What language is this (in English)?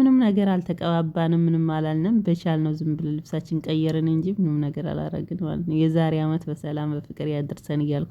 Amharic